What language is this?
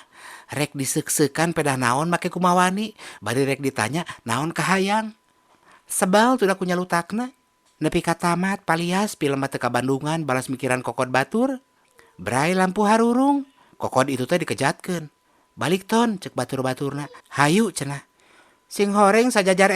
Sundanese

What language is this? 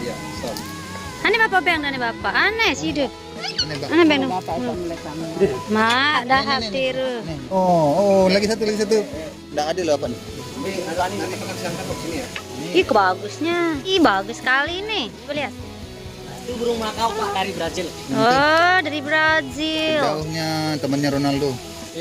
Sasak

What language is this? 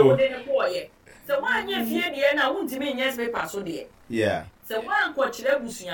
Akan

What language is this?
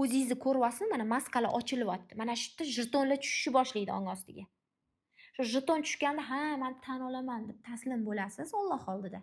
Uzbek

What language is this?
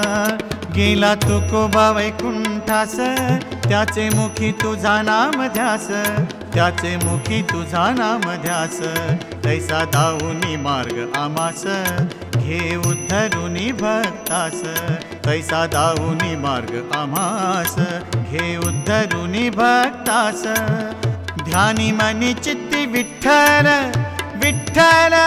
Marathi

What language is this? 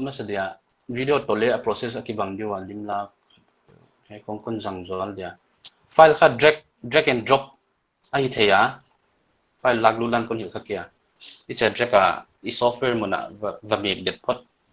Paite Chin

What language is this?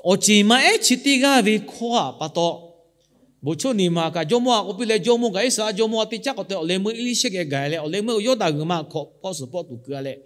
Lahu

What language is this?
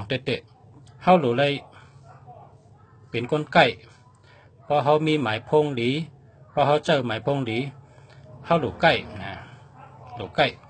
Shan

